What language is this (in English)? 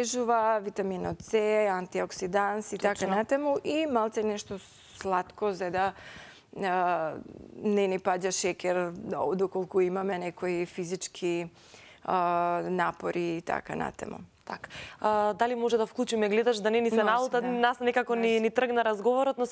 Macedonian